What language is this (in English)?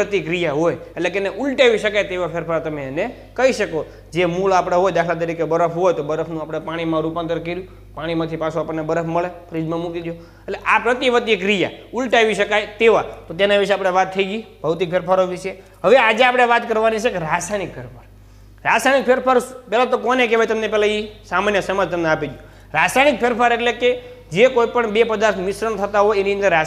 Gujarati